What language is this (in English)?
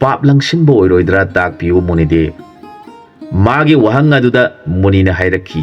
Manipuri